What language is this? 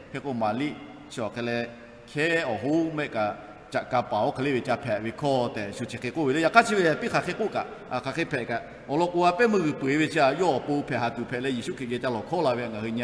Lahu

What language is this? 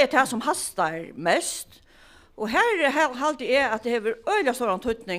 Faroese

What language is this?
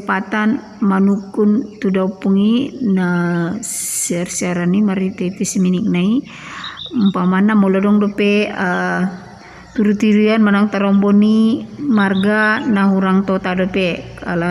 Batak Toba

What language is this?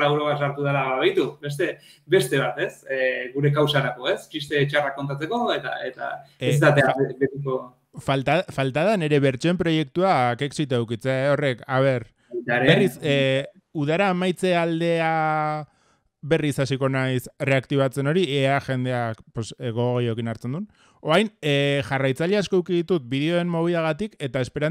Basque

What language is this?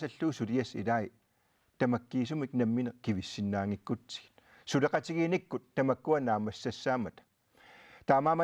Kalaallisut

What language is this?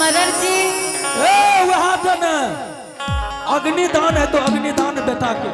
Angika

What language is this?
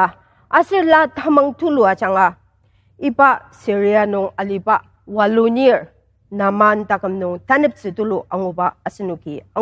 Ao Naga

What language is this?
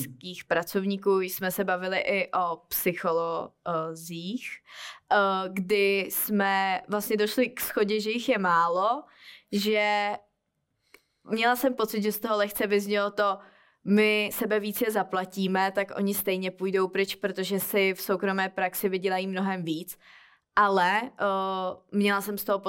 Czech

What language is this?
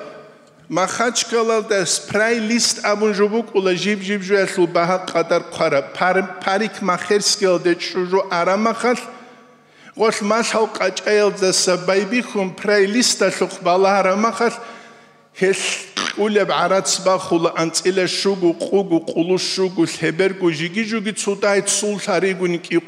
Avaric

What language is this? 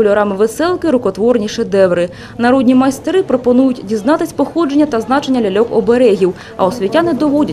Ukrainian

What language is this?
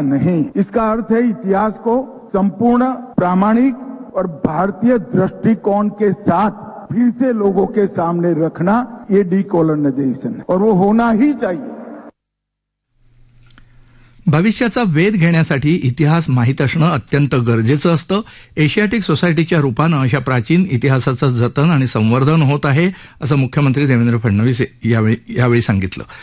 Marathi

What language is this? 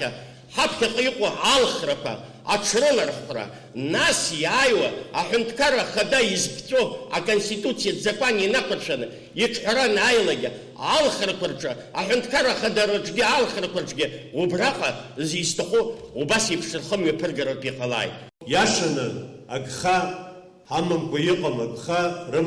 Abkhazian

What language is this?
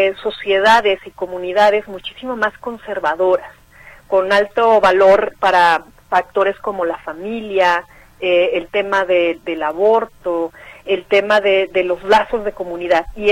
Spanish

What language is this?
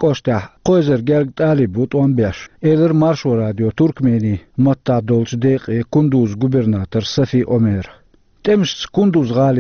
Chechen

